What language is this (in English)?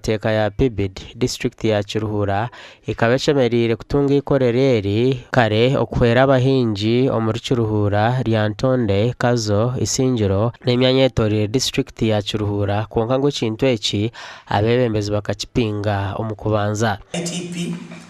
Nyankole